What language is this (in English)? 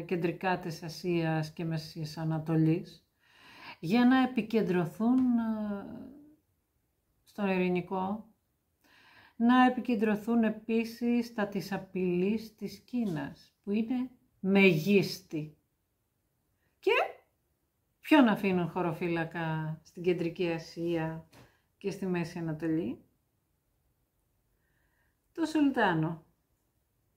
Greek